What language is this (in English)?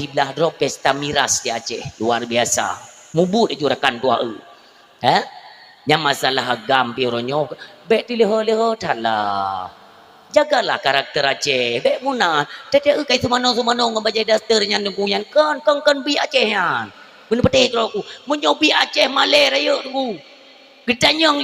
Achinese